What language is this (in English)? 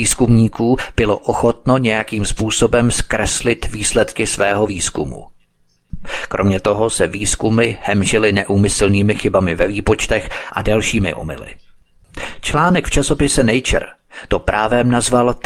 Czech